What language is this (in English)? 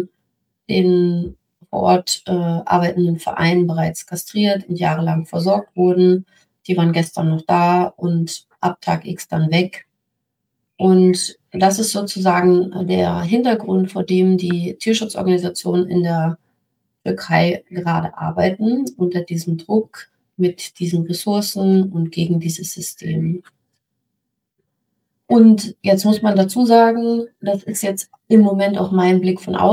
German